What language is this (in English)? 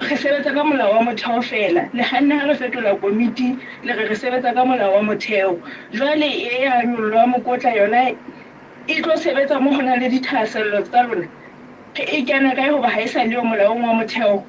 Southern Sotho